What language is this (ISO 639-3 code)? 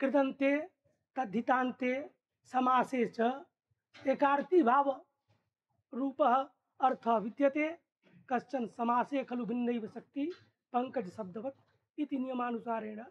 san